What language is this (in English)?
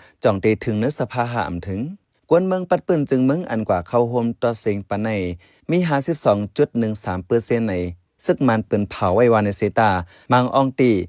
Shan